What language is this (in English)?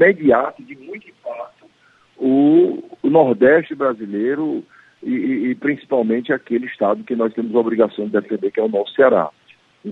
Portuguese